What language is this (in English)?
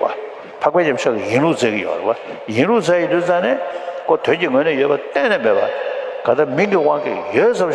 Tibetan